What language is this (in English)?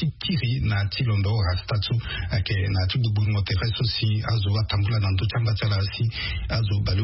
Sango